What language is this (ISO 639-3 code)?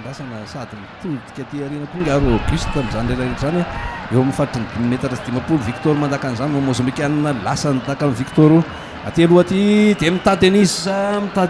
mlg